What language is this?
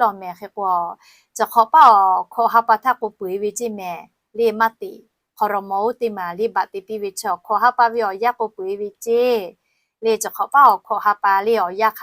Lahu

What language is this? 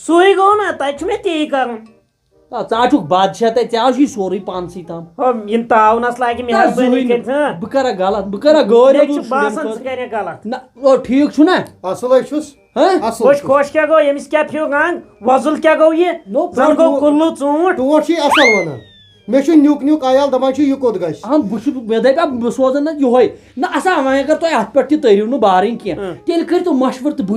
Kashmiri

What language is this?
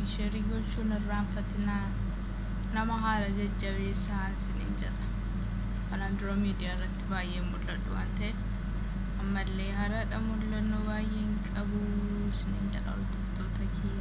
Oromo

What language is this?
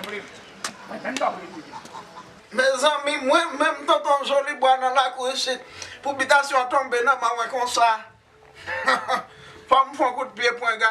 Haitian Creole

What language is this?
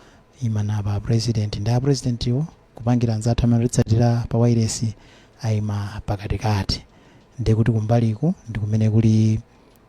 Nyanja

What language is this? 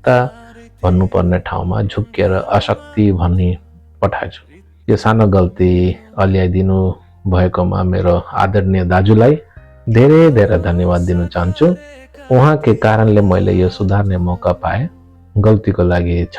Nepali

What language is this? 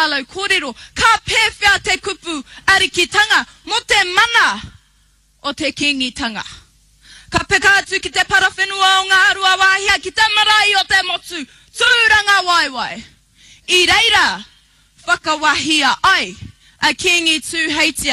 Māori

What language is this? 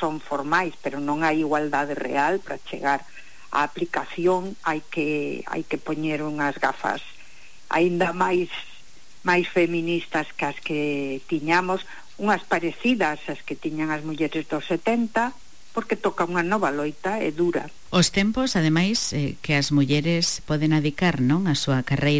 Galician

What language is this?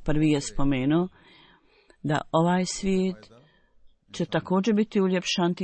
Bosnian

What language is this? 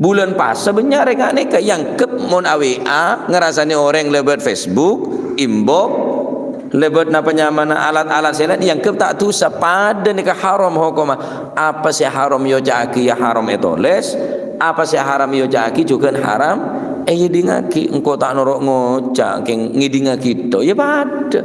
Madurese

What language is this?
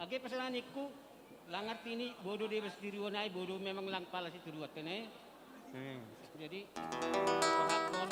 Batak Simalungun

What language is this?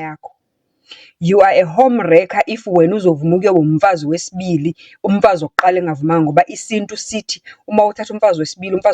Zulu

